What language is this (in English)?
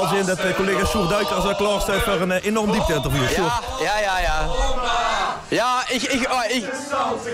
Limburgish